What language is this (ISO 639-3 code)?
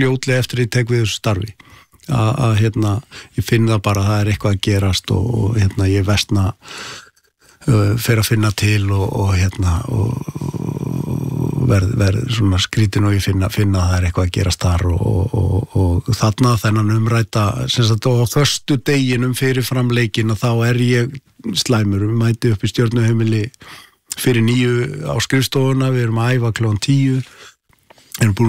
isl